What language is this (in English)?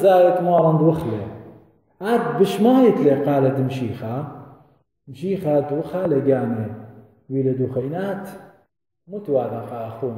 Assyrian Neo-Aramaic